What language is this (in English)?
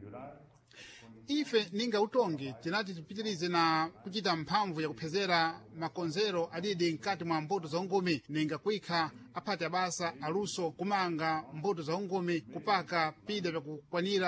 Sena